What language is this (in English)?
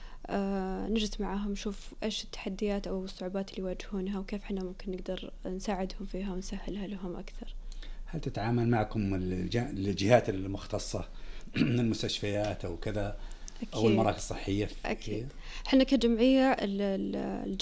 Najdi Arabic